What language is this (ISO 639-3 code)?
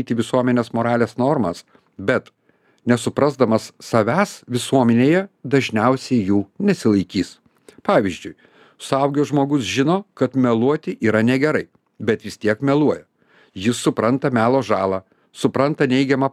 lit